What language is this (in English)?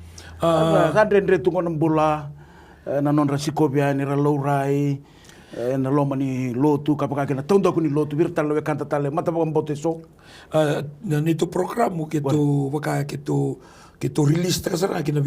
Fijian